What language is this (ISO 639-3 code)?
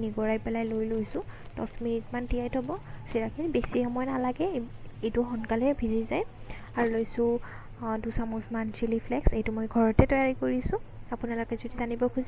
asm